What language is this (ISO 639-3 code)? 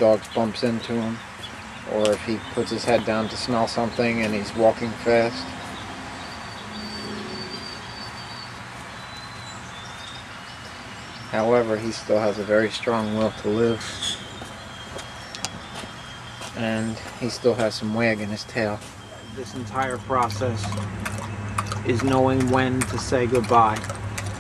eng